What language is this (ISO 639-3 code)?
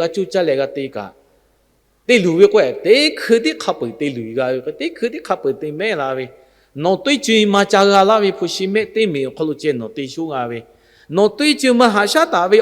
lhu